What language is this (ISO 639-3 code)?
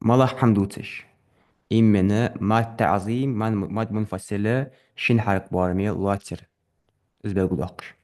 inh